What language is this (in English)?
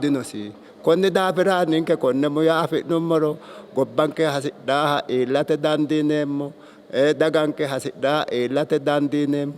Sidamo